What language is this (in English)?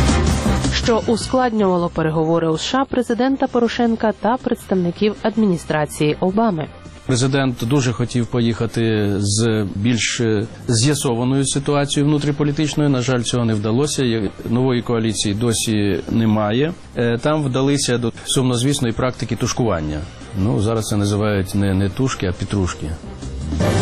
Ukrainian